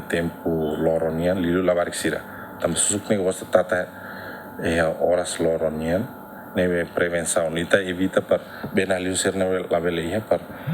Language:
Tetum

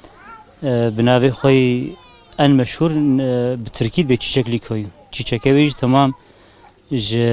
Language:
Kurdish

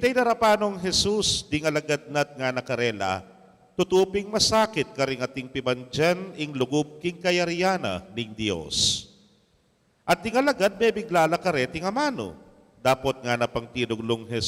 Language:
Pampanga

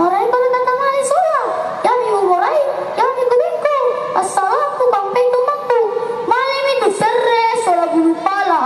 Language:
Toraja-Sa'dan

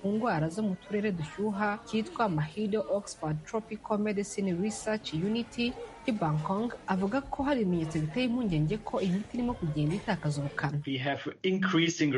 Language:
Kinyarwanda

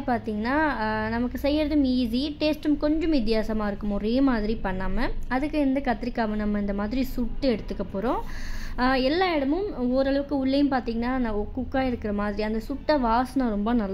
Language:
Tamil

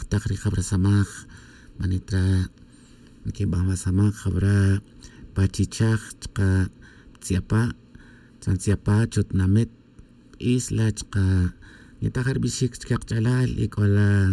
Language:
Tz'utujil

